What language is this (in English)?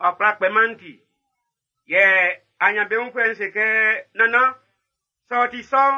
Baoulé